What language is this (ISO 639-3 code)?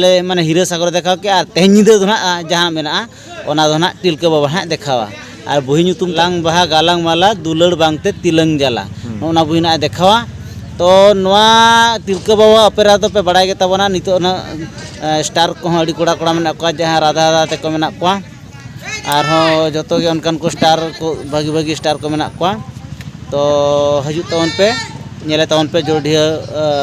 sat